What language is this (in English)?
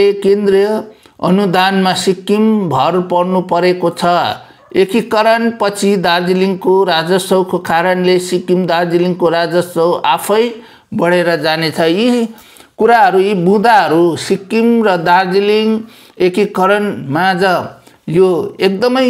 Nepali